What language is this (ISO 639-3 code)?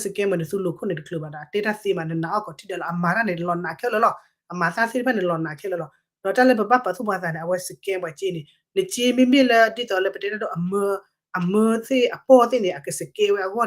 ksw